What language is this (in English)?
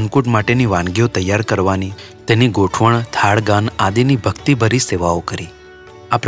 Gujarati